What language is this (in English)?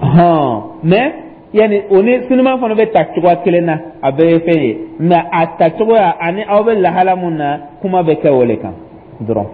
Dyula